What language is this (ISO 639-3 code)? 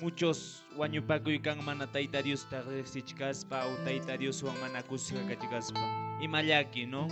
que